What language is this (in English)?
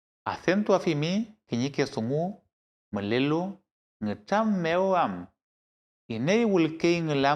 Mapuche